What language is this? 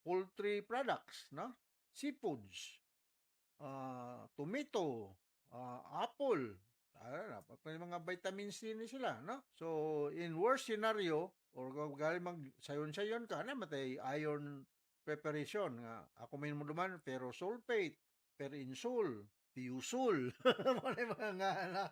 Cebuano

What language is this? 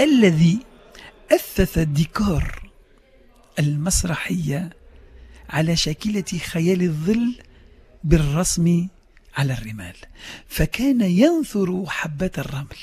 Tunisian Arabic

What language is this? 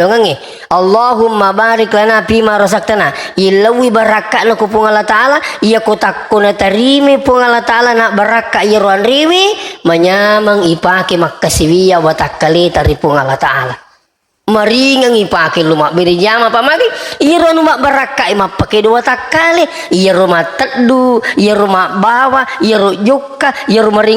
Buginese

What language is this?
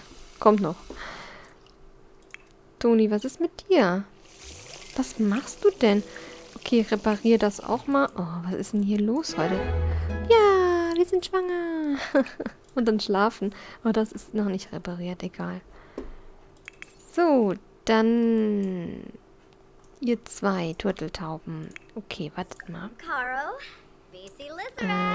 German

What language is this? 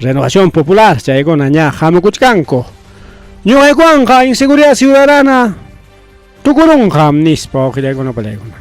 Ayacucho Quechua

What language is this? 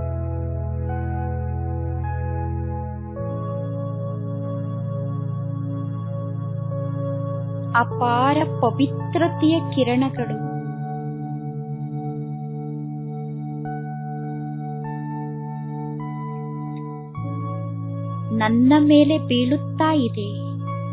Kannada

